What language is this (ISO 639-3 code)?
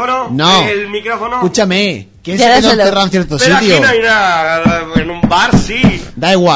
spa